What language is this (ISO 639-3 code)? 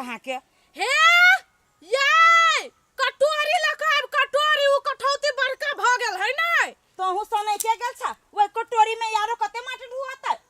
mai